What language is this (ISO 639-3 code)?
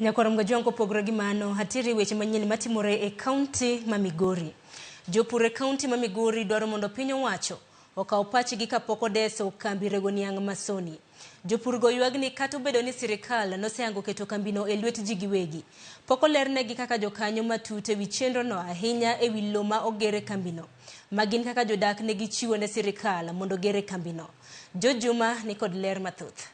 luo